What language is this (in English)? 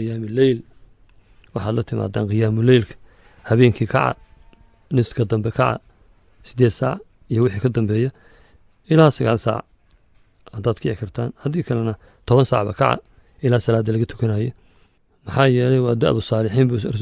Somali